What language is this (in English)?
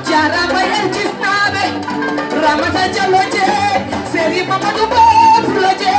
Fula